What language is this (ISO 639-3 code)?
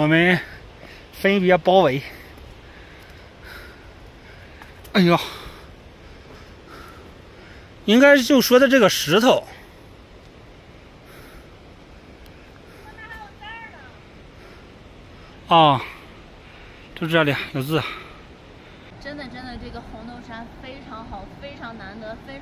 zho